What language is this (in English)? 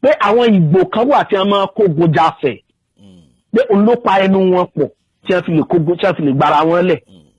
Yoruba